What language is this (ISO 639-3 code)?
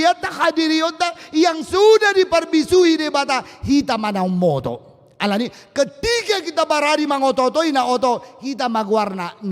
bbc